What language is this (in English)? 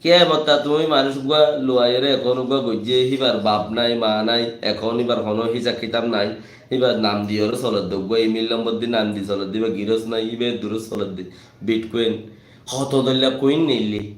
Rohingya